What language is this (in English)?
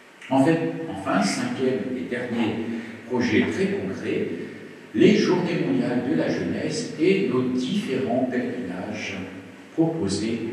French